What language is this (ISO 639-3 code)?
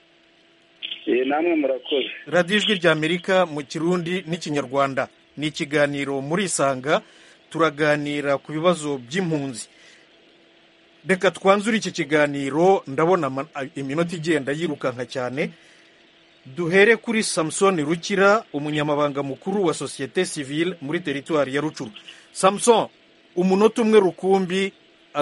kin